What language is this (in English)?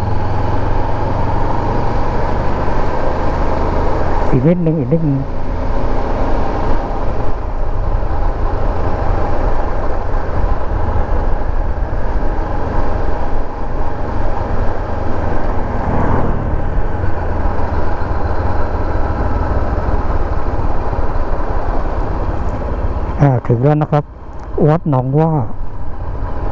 Thai